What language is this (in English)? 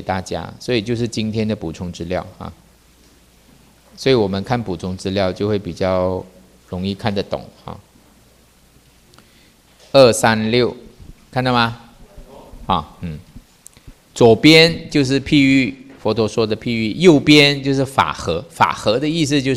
Chinese